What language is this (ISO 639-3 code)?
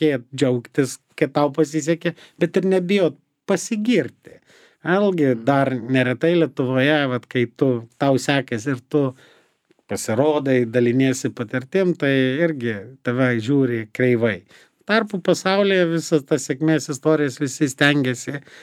lit